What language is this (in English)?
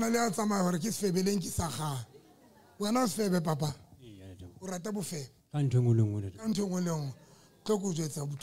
Southern Sotho